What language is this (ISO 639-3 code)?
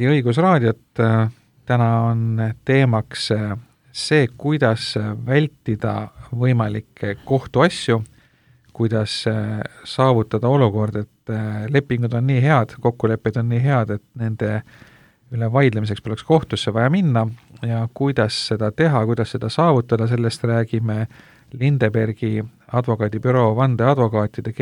est